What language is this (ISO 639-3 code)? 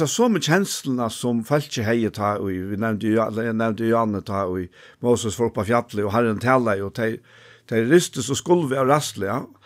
fao